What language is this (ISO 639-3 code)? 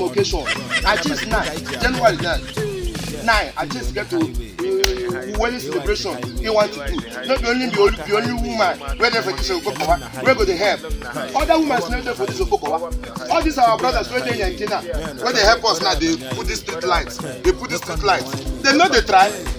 pcm